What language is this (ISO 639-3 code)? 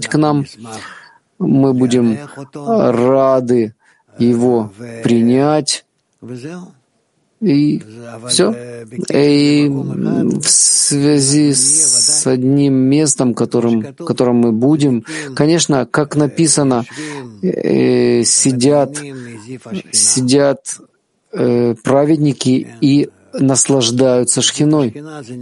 rus